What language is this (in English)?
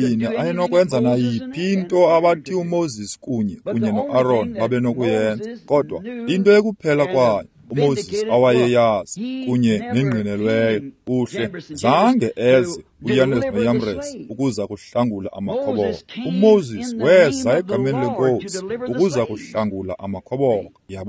Xhosa